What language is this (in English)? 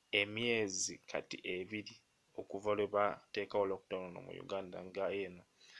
Ganda